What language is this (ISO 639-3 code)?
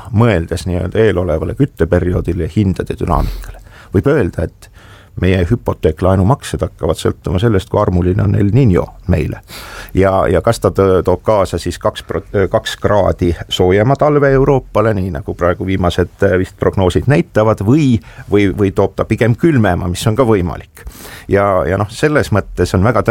est